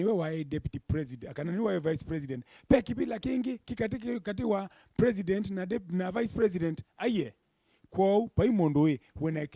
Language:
Kamba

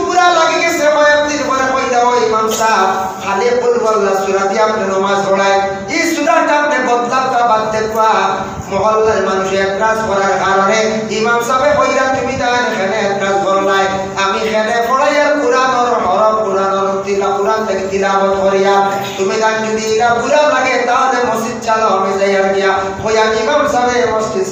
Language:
Sylheti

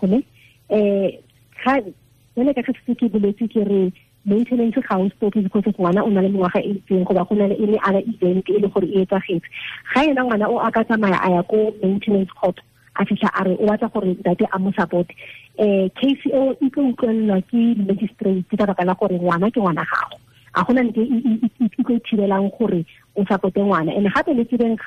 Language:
Tswana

